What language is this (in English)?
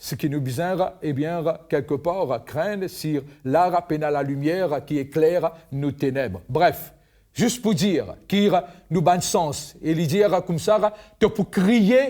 Morisyen